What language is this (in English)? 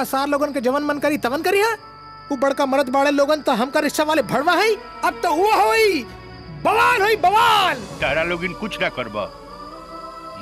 Bhojpuri